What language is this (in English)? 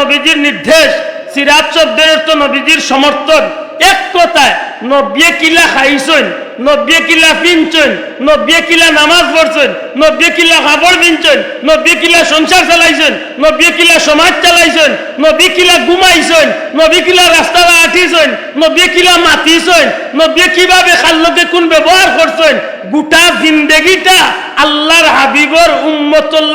Sylheti